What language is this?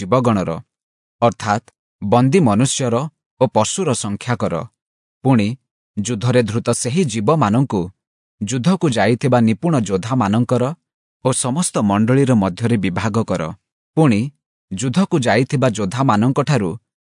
Odia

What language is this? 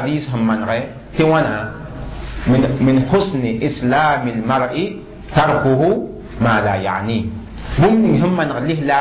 Mossi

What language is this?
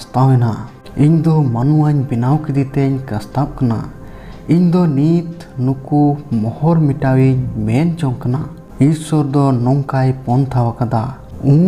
Santali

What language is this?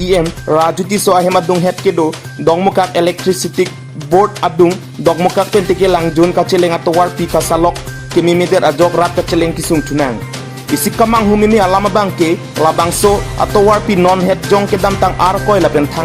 Karbi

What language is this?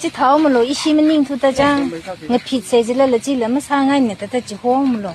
Tangkhul Naga (India)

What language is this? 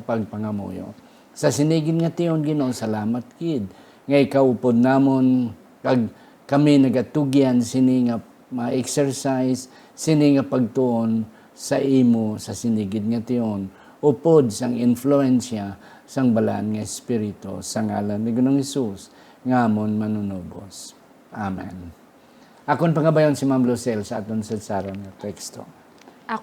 Hiligaynon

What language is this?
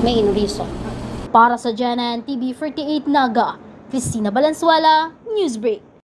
Bikol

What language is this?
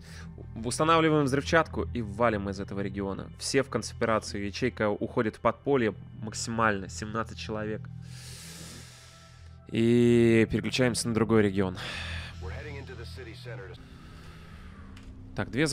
Russian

